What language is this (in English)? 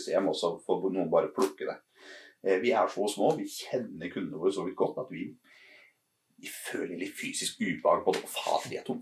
Norwegian